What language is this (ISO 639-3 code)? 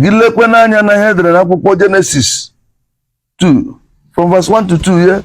ibo